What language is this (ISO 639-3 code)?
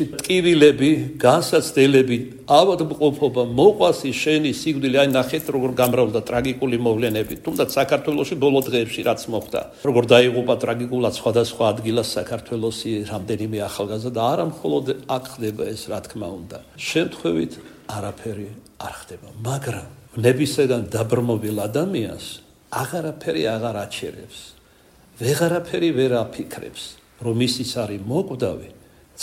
kat